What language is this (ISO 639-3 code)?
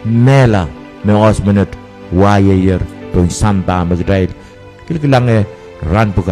pon